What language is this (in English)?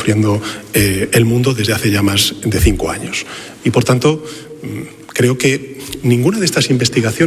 Spanish